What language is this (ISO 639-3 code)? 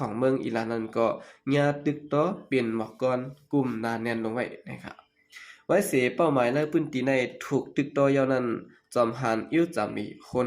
shn